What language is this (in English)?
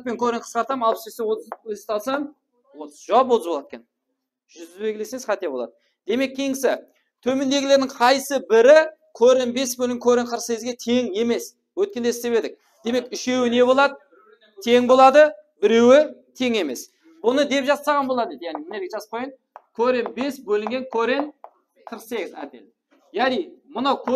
Kara-Kalpak